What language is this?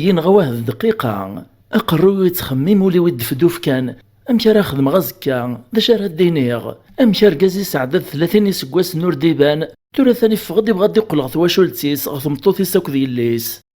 Kabyle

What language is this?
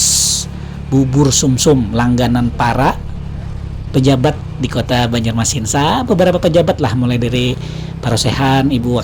Banjar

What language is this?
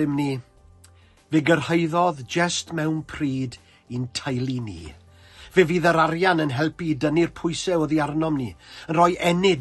Welsh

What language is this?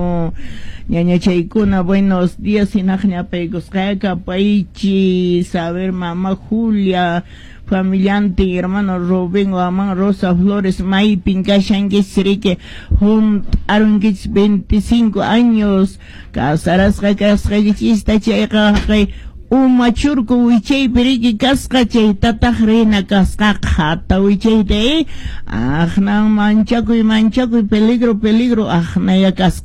Quechua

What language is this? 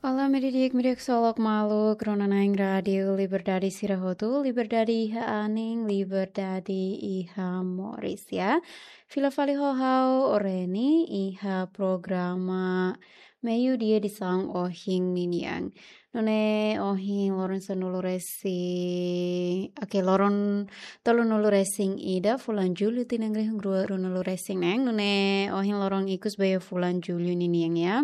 Tetum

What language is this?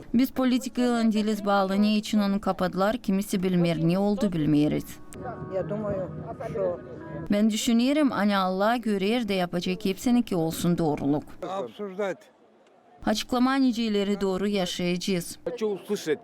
Gagauz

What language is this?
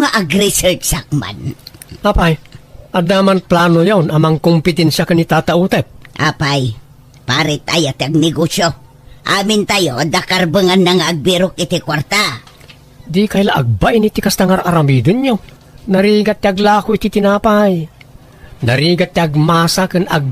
Iloko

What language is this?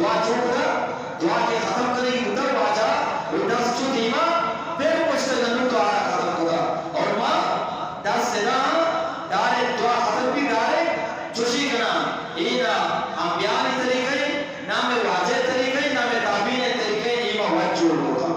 Eastern Balochi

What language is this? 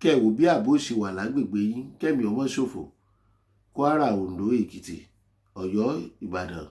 Yoruba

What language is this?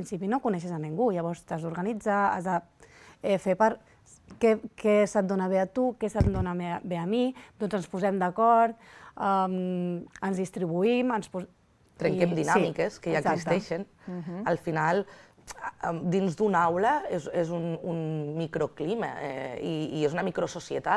Catalan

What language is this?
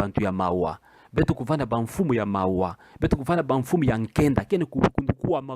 Kituba (Democratic Republic of Congo)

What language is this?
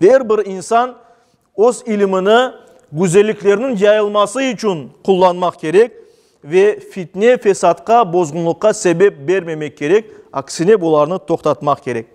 Crimean Tatar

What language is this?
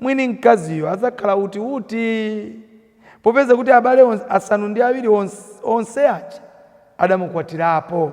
Nyanja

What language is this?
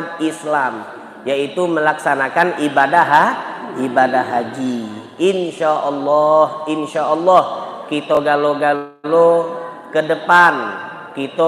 Musi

